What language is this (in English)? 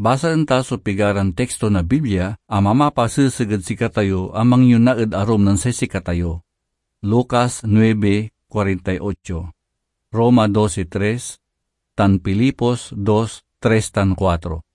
Pangasinan